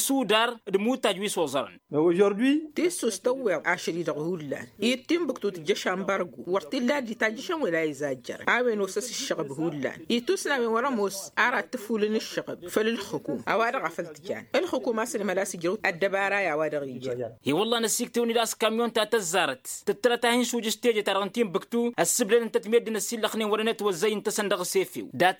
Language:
Tamasheq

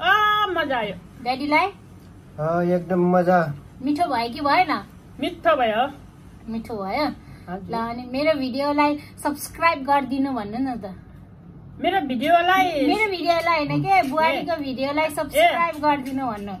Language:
Nepali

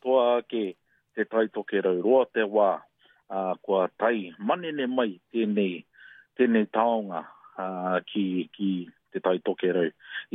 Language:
Māori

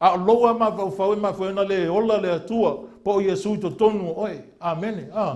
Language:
Samoan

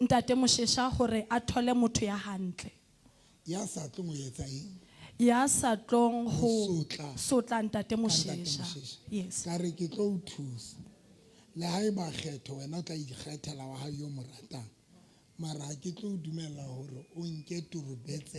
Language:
Southern Sotho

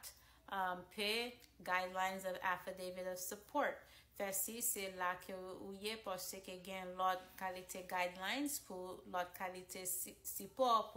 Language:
Haitian Creole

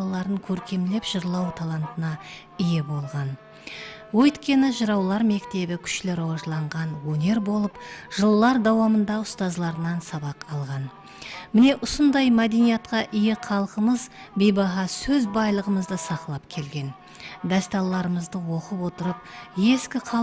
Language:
Kara-Kalpak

